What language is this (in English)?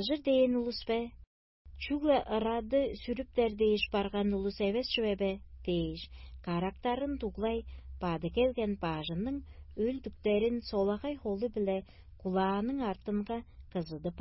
Tuvinian